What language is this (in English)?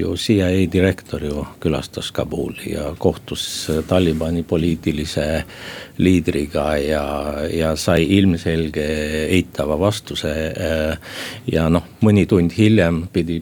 Estonian